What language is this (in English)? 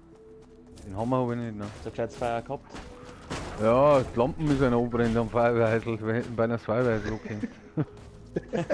Bavarian